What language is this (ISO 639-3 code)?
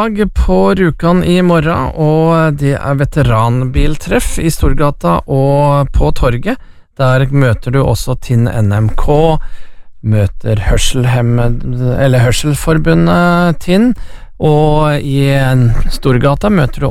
nor